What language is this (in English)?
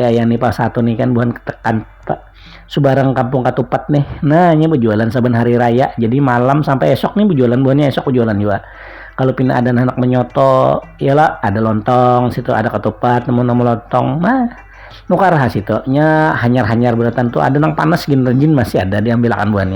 Banjar